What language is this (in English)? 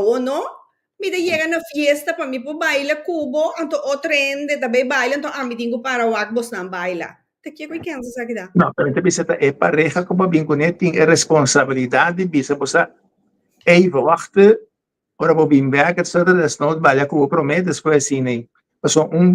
Papiamento